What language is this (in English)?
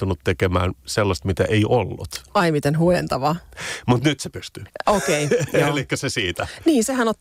Finnish